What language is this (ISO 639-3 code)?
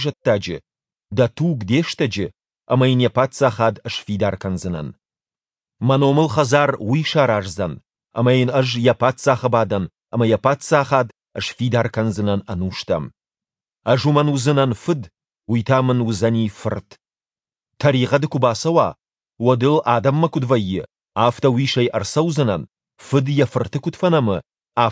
oss